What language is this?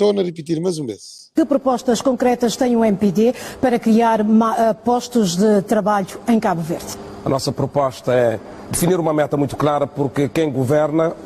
Kabuverdianu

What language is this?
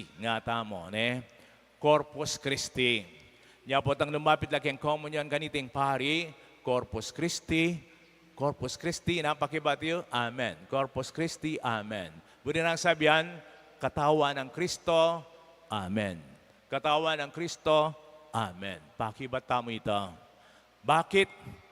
Pampanga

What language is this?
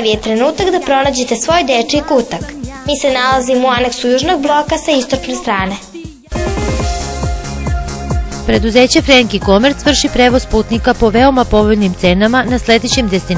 Serbian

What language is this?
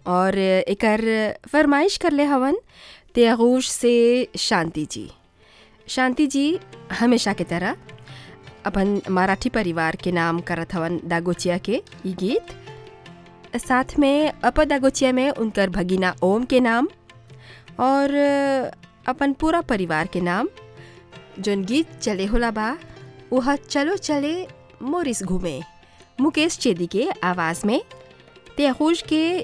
Bhojpuri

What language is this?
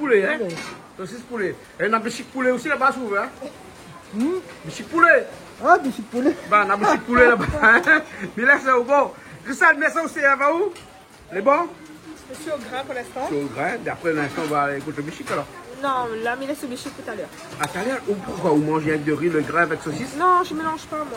Réunion Creole French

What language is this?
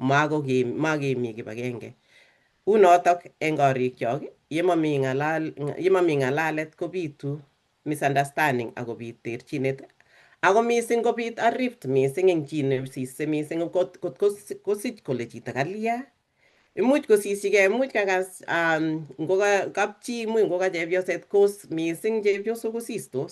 Kalenjin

